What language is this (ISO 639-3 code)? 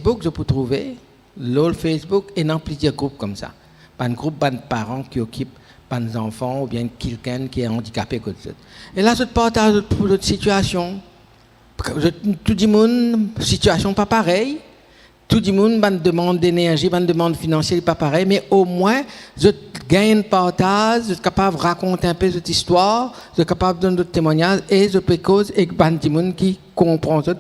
mfe